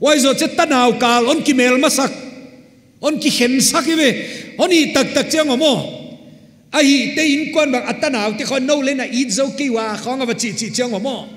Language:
Paite Chin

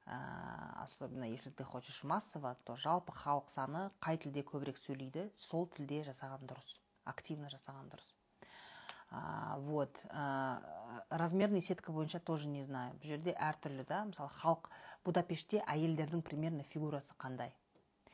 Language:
Kazakh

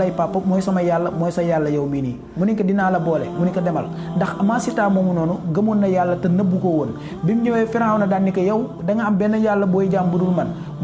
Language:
Wolof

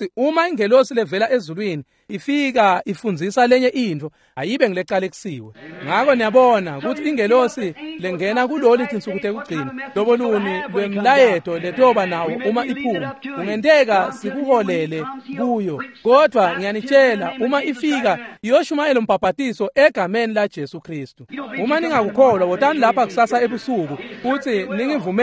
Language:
Swati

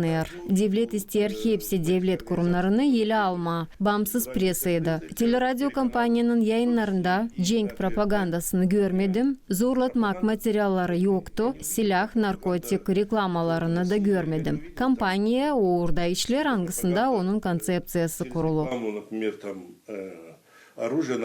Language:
Gagauz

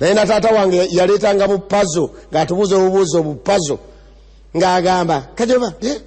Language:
Ganda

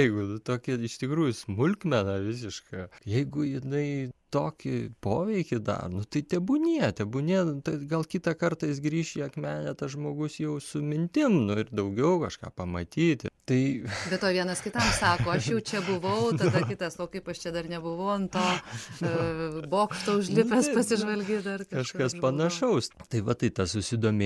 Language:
Lithuanian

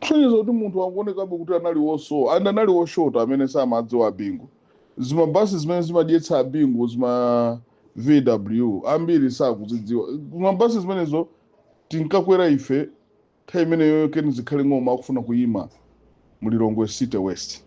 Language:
Nyanja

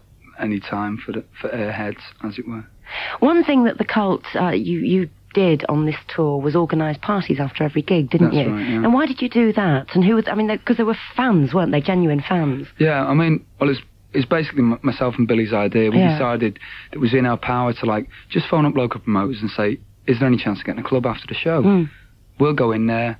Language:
English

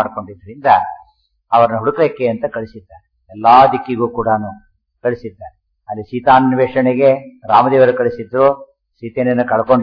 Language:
Kannada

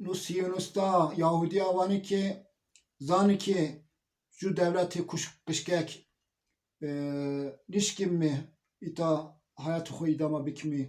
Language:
Zaza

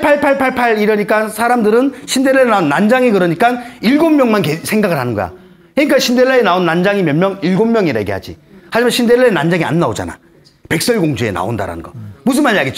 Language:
Korean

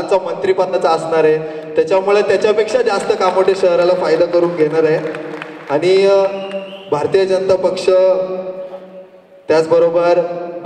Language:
Marathi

